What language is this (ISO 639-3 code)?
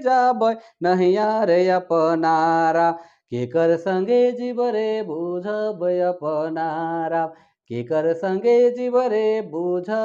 sck